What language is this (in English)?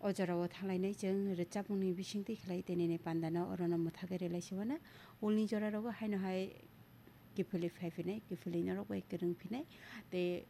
Kok Borok